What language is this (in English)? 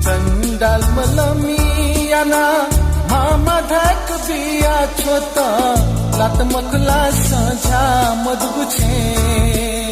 Newari